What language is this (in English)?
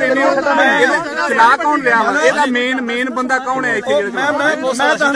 Punjabi